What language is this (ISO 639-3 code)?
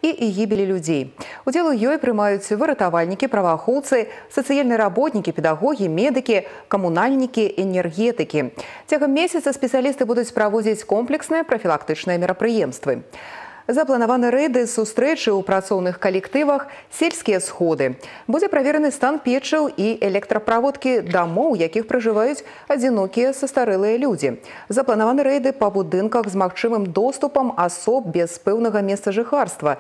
bel